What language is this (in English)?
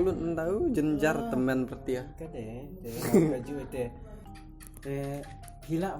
Khasi